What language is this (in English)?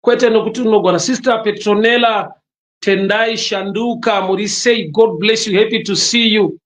Shona